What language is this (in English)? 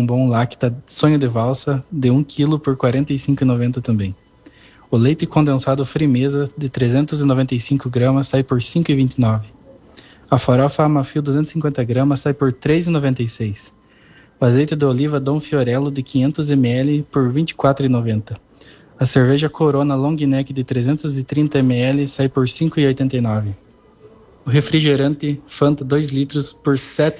Portuguese